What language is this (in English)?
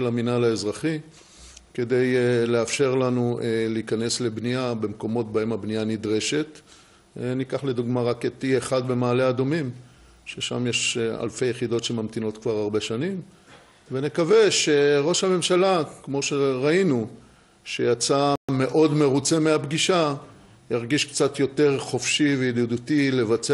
Hebrew